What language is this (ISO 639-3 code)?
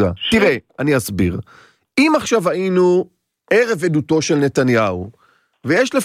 heb